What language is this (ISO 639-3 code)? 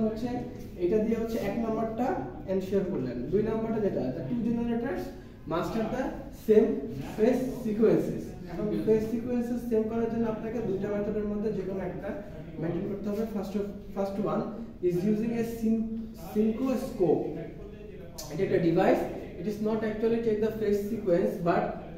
ben